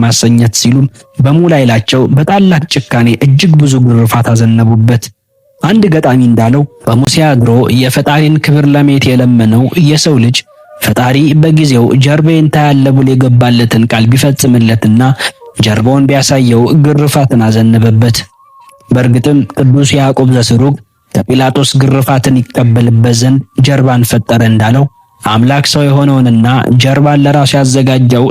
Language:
Amharic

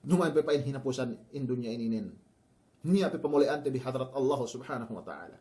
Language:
Yakan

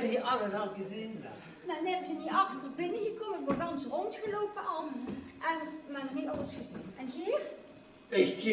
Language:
Limburgish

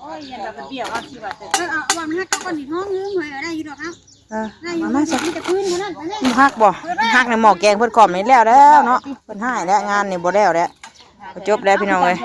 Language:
Northeastern Thai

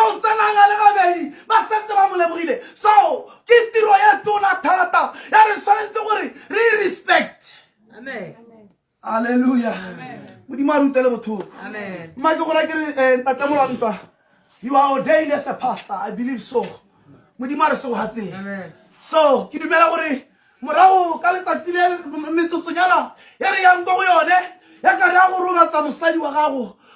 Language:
Tswana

